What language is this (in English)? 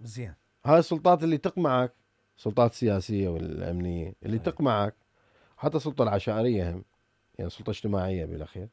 Mesopotamian Arabic